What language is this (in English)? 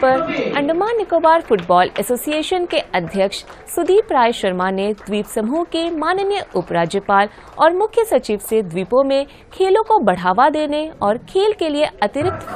Hindi